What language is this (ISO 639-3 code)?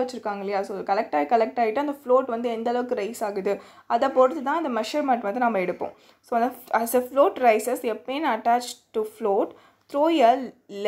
tam